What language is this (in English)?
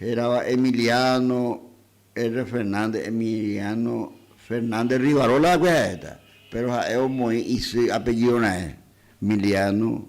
Guarani